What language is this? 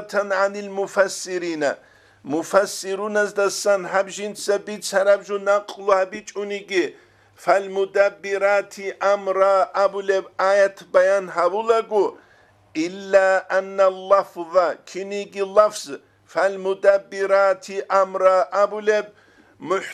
Avaric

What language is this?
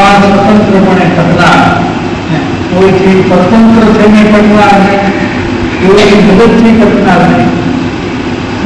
Gujarati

